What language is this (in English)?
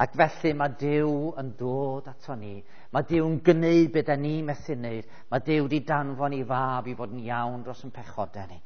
Welsh